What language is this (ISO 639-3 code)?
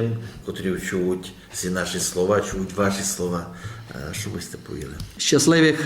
rue